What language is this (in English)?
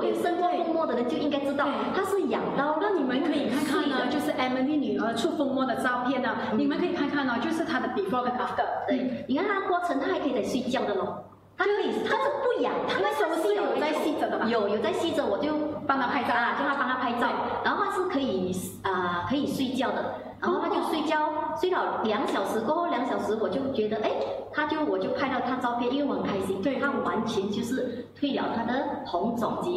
Chinese